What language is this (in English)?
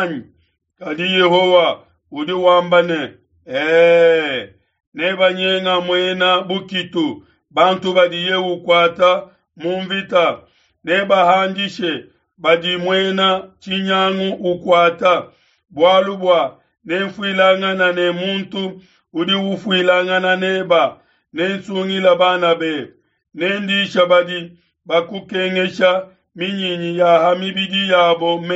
Luba-Lulua